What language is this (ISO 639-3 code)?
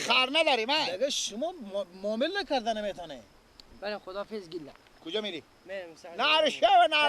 fas